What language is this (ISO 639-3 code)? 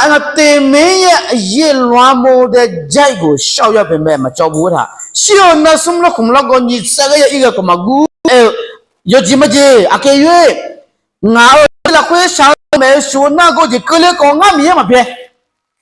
ahk